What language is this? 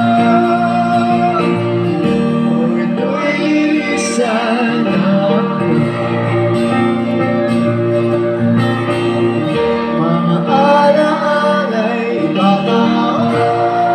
Filipino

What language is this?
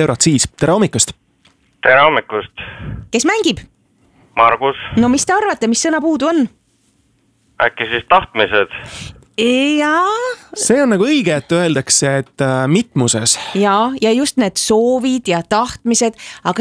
Estonian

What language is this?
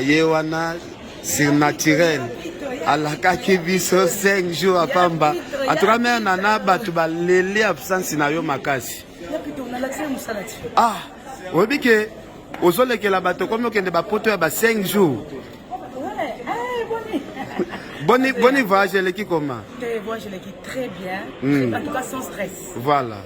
Lingala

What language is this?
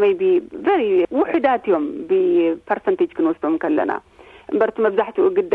Tigrinya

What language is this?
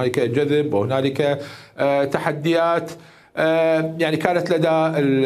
Mesopotamian Arabic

